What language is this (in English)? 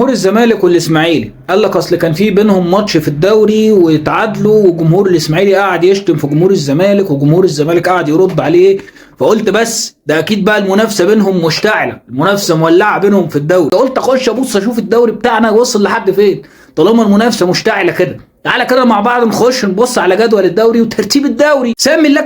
Egyptian Arabic